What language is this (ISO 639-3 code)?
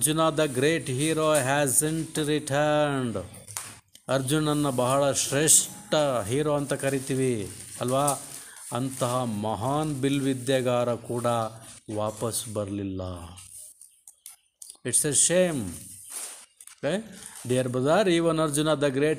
kan